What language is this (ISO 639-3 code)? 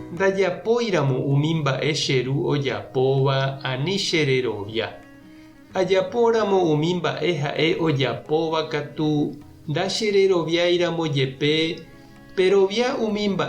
grn